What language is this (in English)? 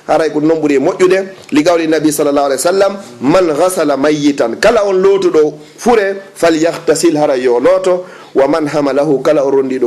Fula